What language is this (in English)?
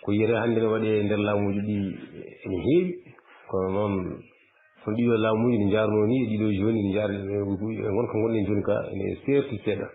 Fula